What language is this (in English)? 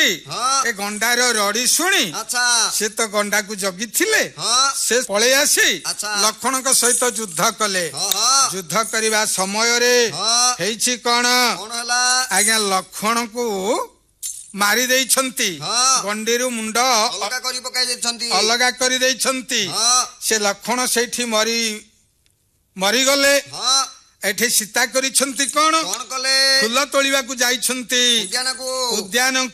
Odia